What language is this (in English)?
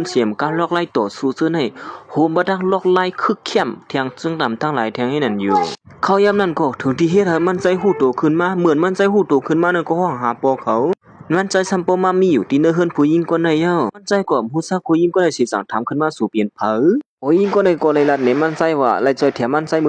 Shan